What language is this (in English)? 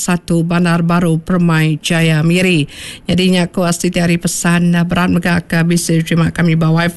Iban